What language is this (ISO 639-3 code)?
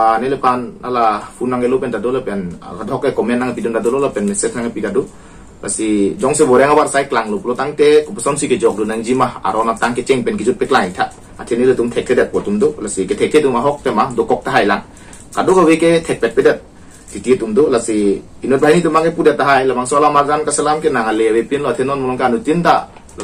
mjw